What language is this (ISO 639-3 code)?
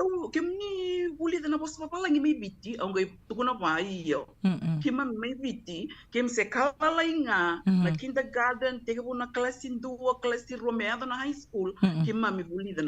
fij